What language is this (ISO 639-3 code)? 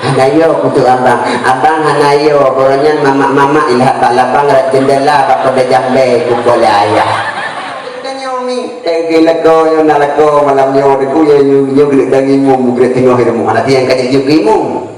ace